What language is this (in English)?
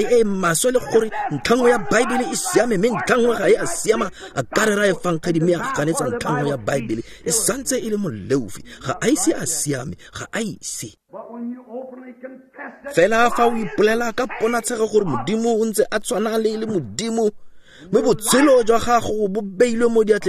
Tswana